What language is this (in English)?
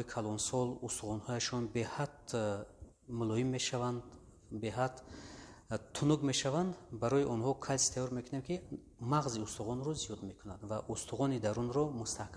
Tajik